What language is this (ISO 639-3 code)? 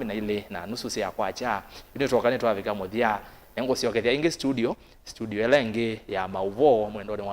kam